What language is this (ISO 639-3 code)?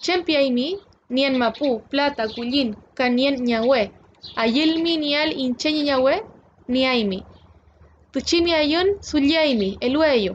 arn